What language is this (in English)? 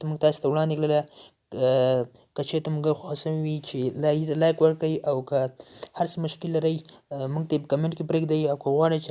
Pashto